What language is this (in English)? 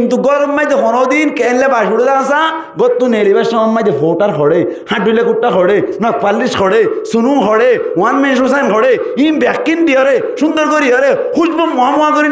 Rohingya